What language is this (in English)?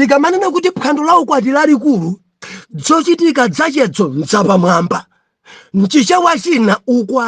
Nyanja